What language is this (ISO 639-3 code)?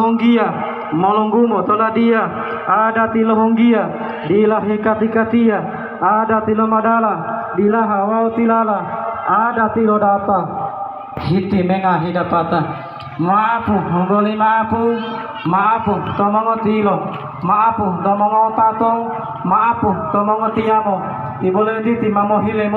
gor